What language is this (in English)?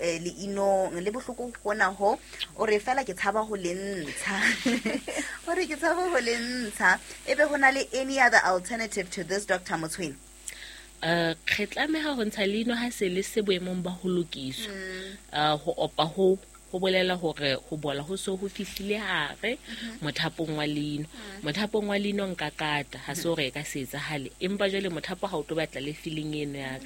Southern Sotho